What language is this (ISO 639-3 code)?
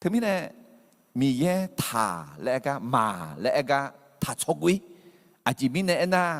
ahk